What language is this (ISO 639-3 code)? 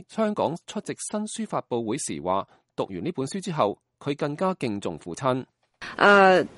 yue